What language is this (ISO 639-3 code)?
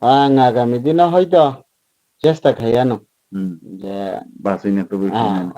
trp